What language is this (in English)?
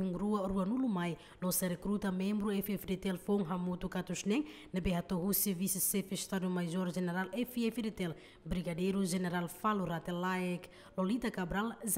Tetum